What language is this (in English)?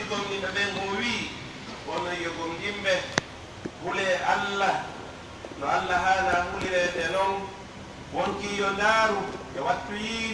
Pular